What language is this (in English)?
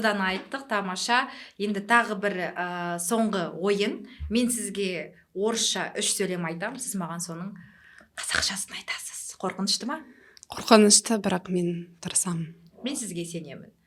Kazakh